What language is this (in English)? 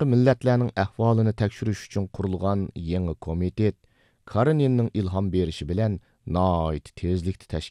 Uyghur